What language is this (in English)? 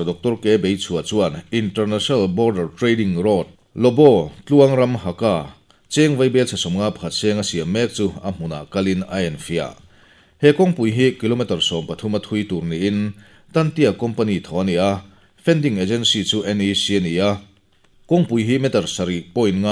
Mizo